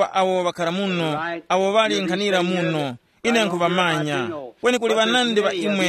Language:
Tumbuka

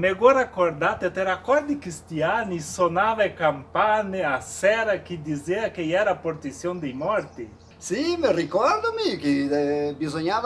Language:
Venetian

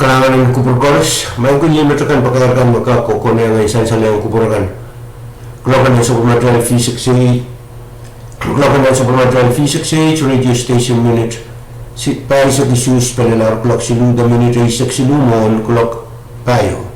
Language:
Pohnpeian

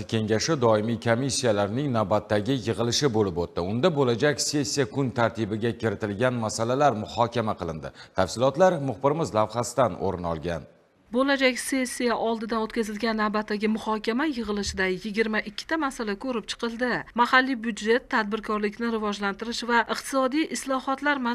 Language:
Uzbek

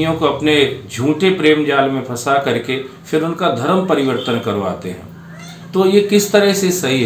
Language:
Hindi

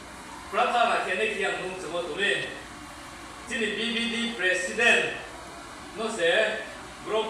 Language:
Riang (India)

